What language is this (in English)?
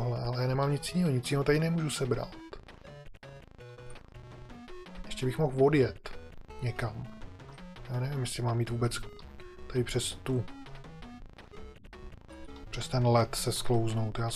Czech